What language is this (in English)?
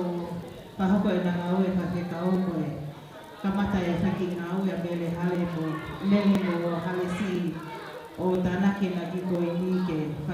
Tongan